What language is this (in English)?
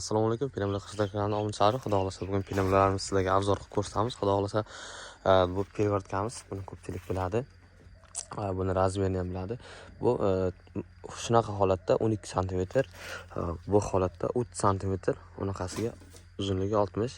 Uzbek